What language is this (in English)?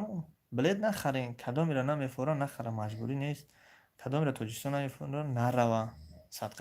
Tajik